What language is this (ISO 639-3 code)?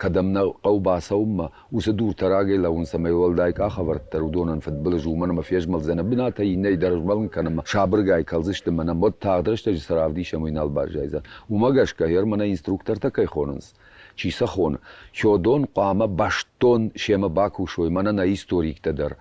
oss